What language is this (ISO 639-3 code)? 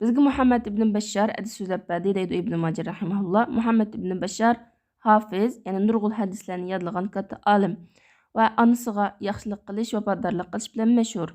uig